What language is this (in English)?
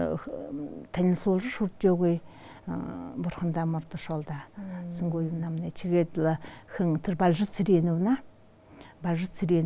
Buriat